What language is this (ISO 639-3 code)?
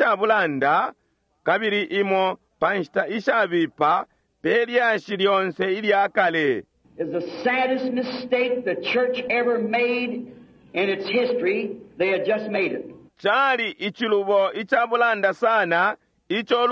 bem